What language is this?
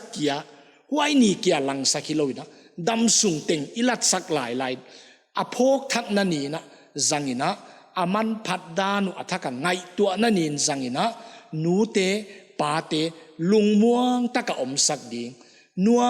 Paite Chin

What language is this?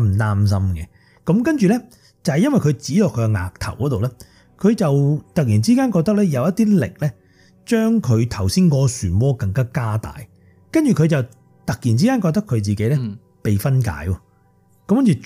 Cantonese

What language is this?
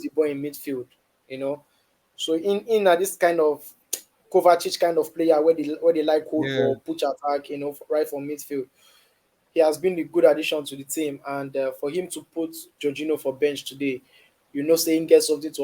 Nigerian Pidgin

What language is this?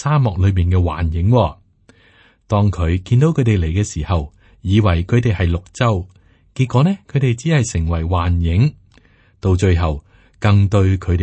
Cantonese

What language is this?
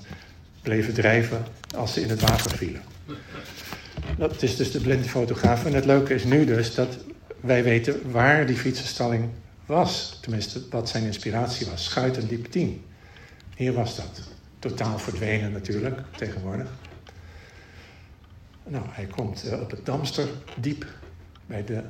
Dutch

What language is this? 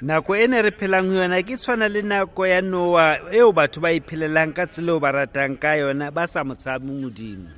Southern Sotho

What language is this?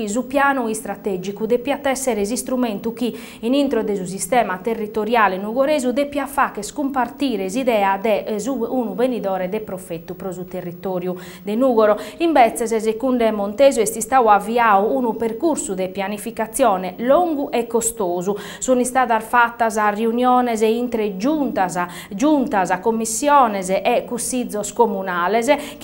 Sardinian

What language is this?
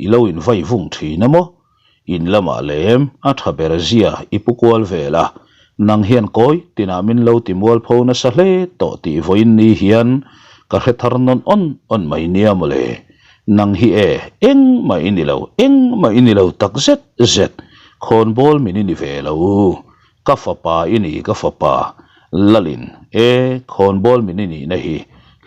Mizo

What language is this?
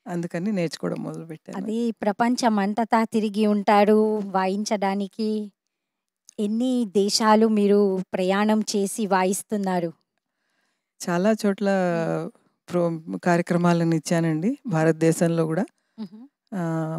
Telugu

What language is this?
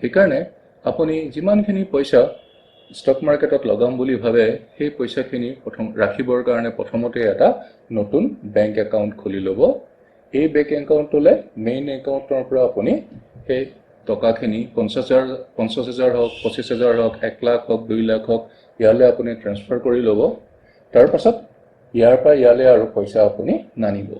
Assamese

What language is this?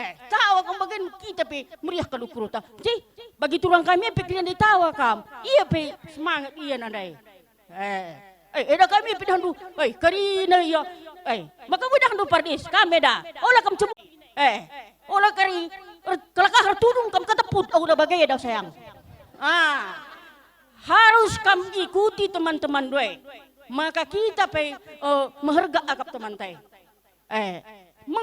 Batak Karo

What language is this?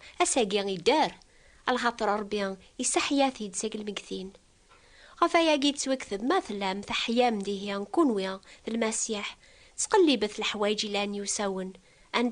Kabyle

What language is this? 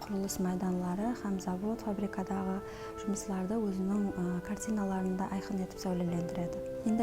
Kara-Kalpak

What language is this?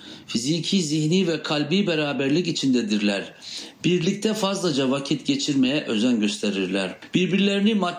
Turkish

